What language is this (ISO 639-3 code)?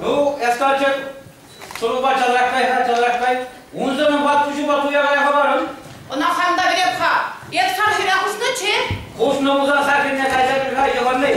chv